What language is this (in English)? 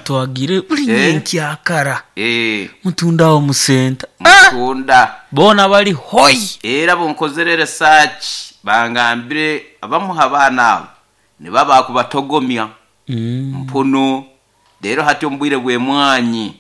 Nyoro